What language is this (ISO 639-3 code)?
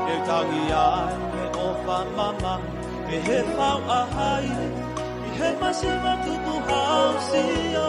ton